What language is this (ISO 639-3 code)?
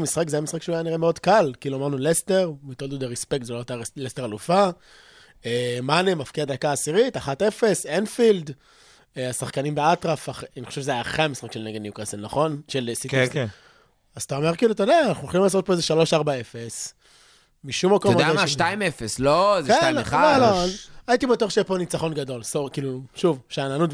heb